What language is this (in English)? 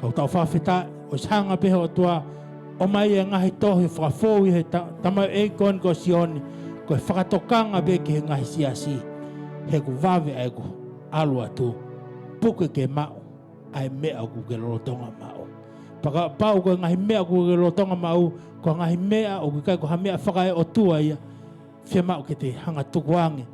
Tongan